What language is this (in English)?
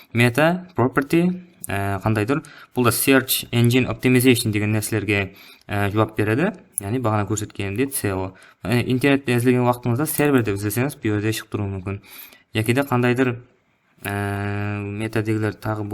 Kara-Kalpak